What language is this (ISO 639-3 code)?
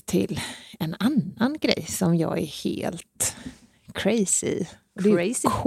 swe